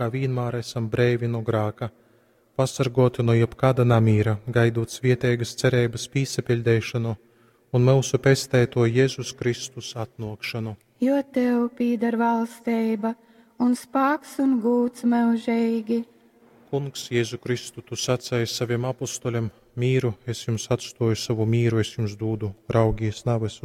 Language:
Latgalian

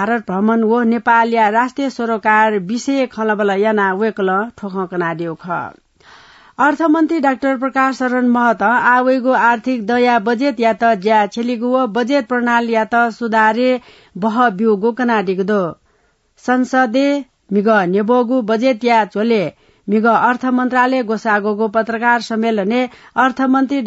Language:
Newari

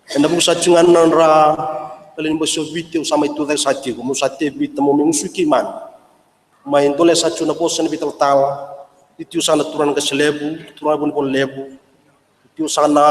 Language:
Fijian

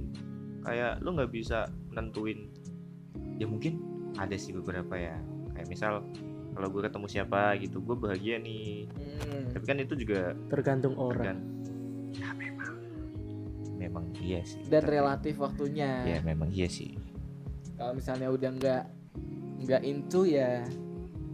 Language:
Indonesian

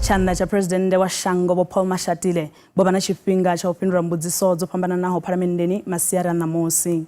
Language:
Venda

